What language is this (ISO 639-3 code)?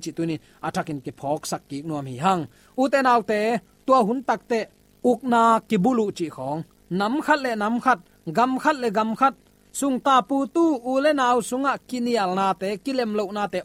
ctd